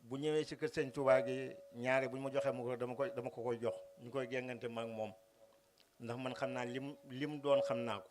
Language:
Wolof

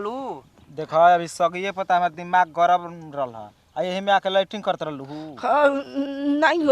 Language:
Bhojpuri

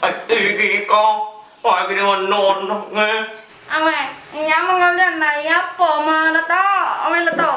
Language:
Buginese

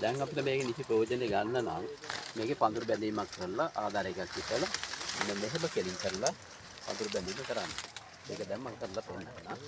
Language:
Sinhala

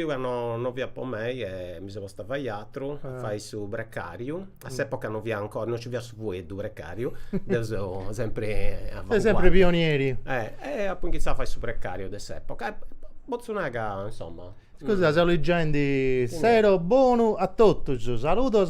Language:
Sardinian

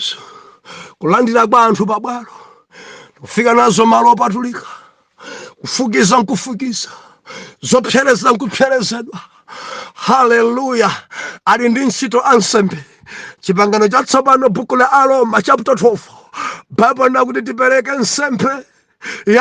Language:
Nyanja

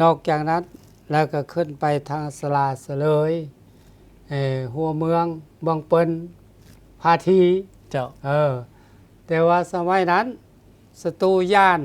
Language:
Lao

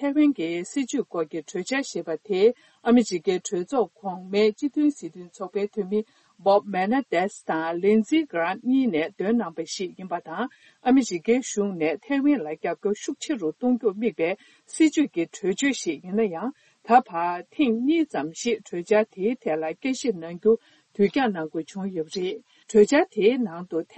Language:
Tibetan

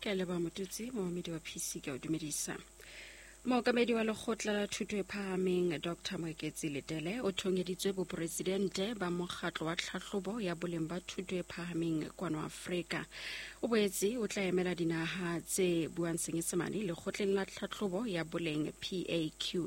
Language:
Southern Sotho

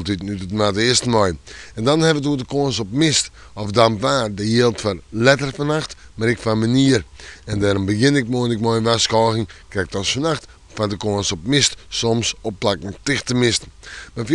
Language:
Western Frisian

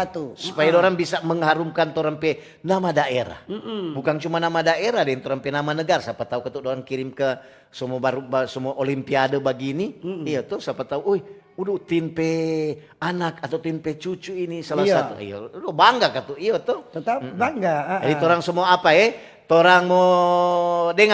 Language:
Manado Malay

